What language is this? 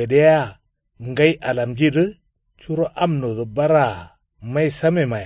Kanuri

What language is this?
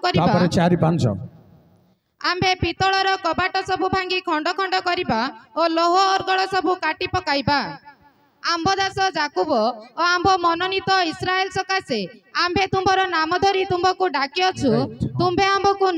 Odia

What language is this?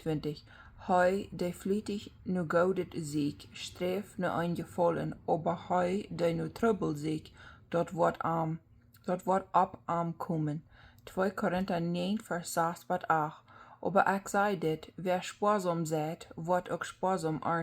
Plautdietsch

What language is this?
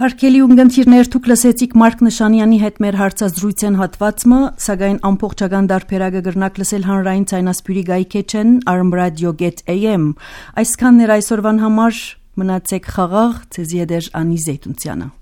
Armenian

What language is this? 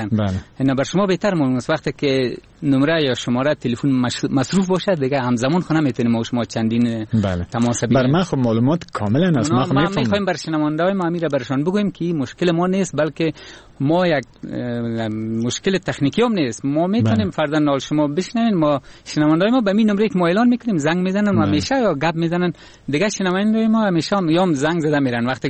Persian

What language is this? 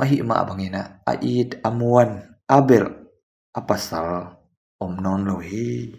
Tedim Chin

